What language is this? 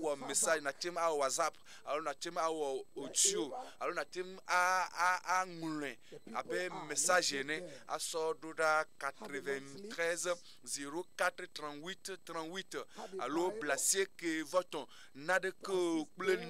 Ewe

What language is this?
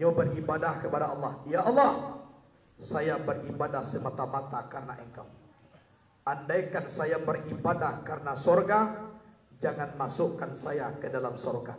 Minangkabau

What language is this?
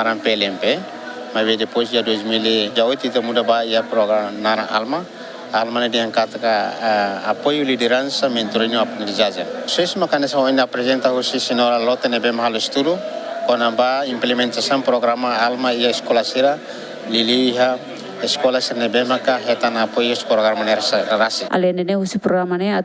Tetum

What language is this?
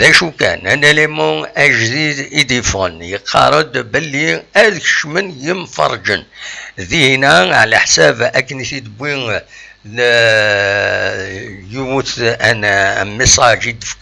Kabyle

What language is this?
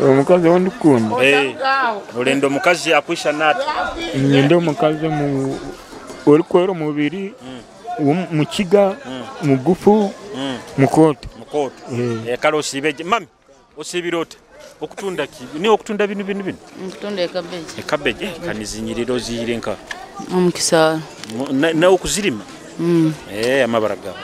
Nyoro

